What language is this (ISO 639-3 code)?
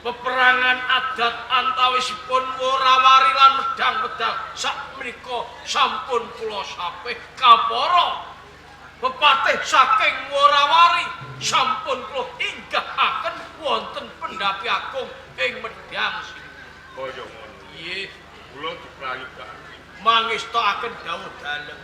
jav